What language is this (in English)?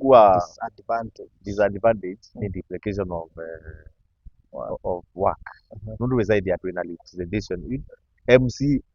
Kamba